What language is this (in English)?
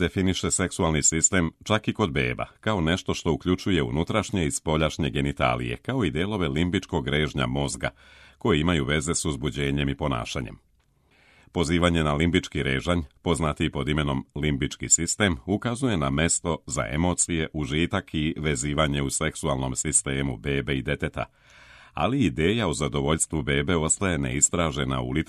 Serbian